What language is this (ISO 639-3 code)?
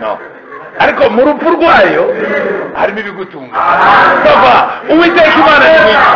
kin